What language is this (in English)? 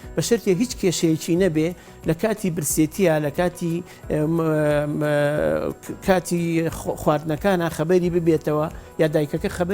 Central Kurdish